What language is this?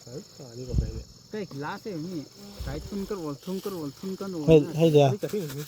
Manipuri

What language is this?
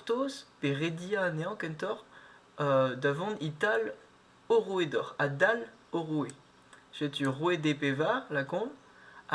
Breton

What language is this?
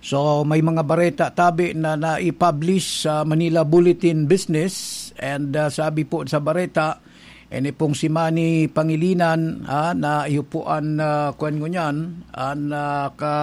Bikol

